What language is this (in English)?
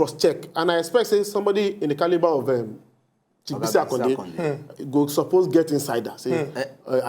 Nigerian Pidgin